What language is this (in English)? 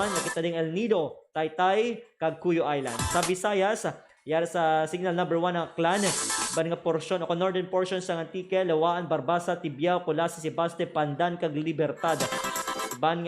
Hiligaynon